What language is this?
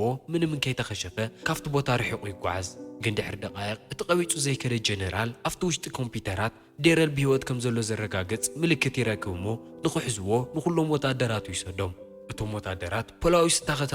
Tigrinya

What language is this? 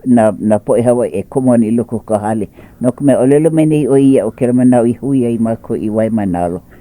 Hawaiian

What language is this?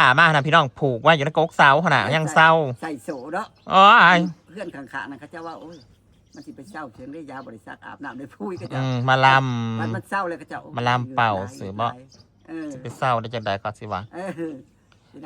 Northeastern Thai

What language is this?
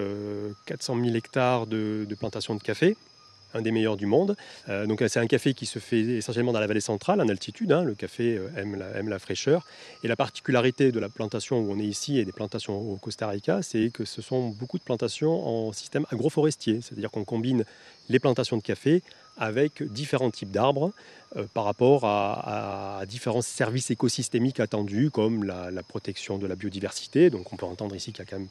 French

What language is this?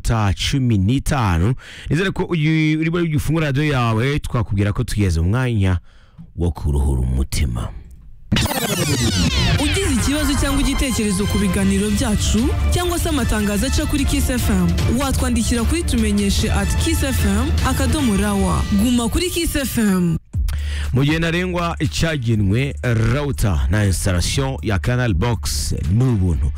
Kinyarwanda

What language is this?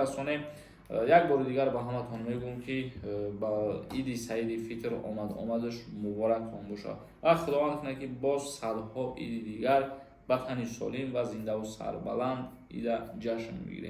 Tajik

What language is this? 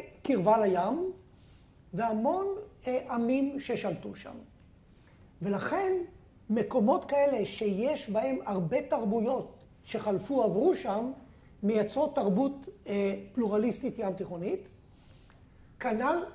Hebrew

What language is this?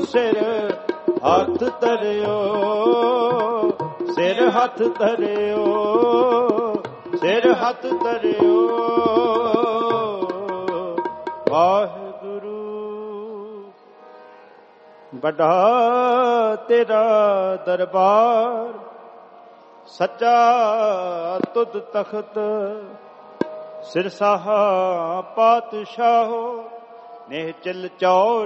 Punjabi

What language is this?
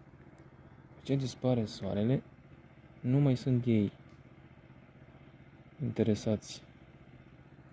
Romanian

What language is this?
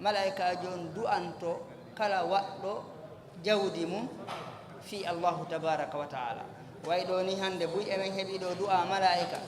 Fula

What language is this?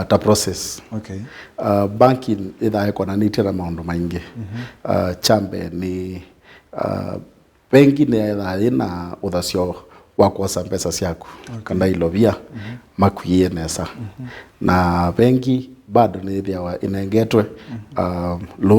Kamba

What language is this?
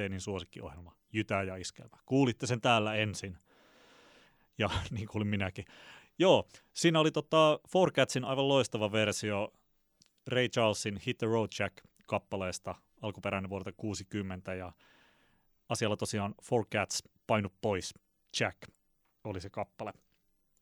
Finnish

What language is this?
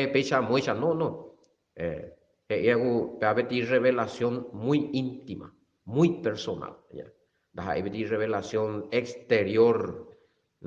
Guarani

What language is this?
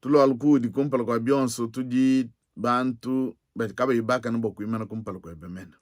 Luba-Lulua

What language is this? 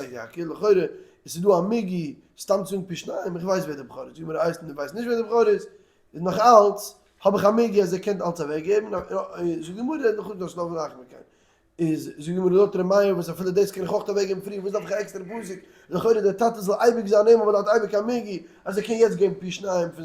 Yiddish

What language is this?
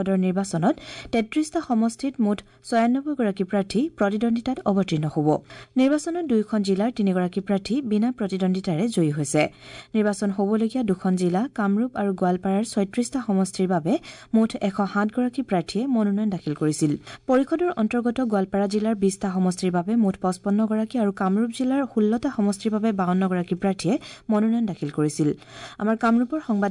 Assamese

